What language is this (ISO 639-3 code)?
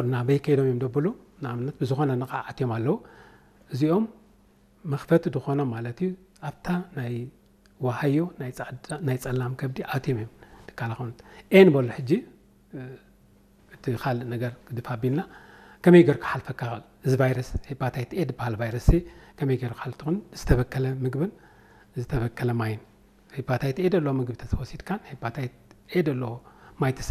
tir